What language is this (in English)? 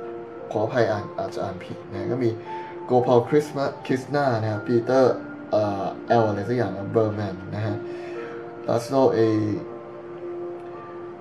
Thai